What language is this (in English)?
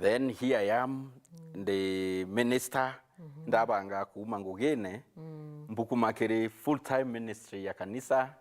Meru